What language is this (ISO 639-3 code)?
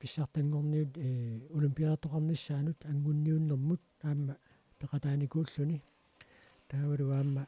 kal